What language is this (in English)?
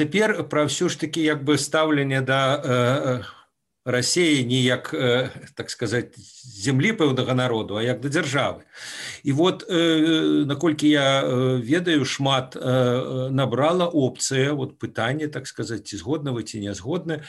Belarusian